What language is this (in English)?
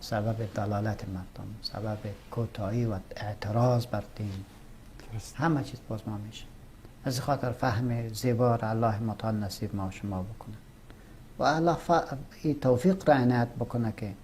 Persian